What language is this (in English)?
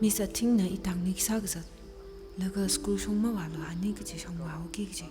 Tangkhul Naga (India)